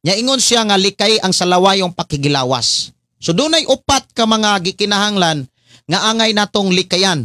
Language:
Cebuano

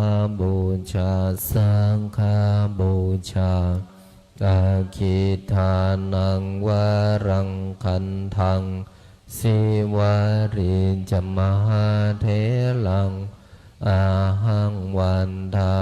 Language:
Pali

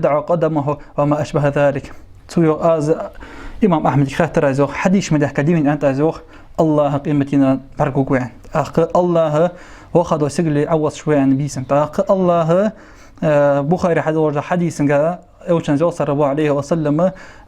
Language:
Ingush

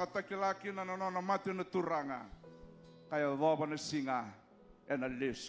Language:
Fijian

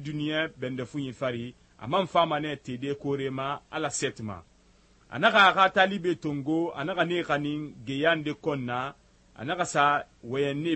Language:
Susu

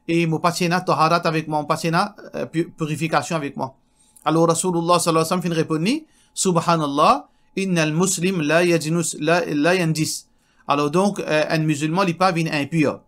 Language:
Morisyen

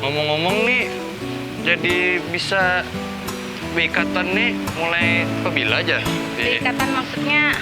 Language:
Banjar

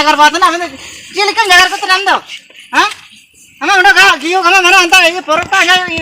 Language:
Ho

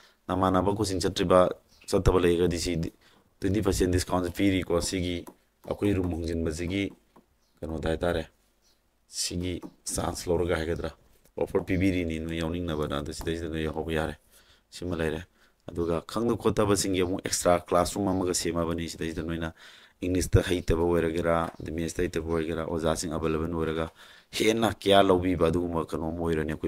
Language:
Manipuri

